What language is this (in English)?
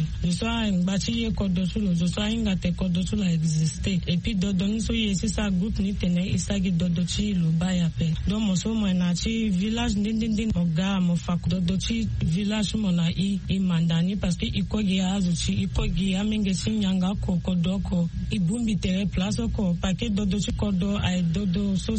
Sango